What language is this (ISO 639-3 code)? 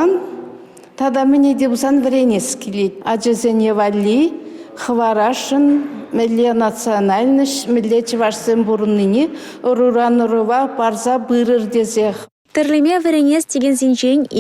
chv